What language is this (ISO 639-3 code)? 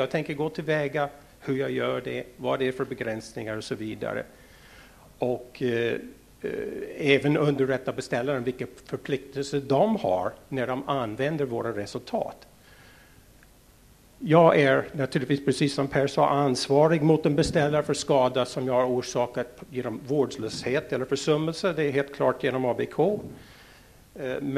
swe